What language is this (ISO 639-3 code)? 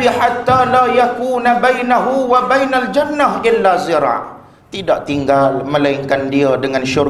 msa